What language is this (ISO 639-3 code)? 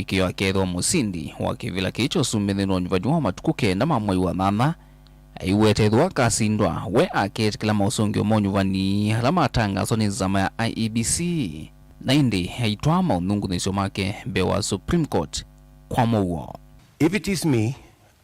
kam